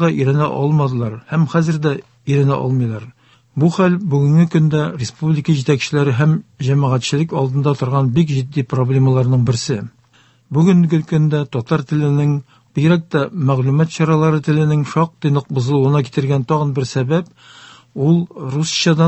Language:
Tatar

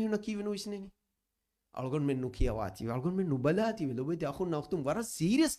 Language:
Divehi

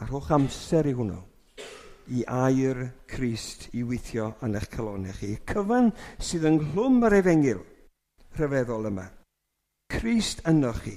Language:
Welsh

